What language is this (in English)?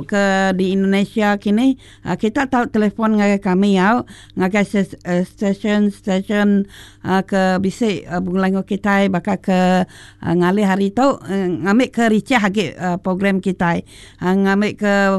Iban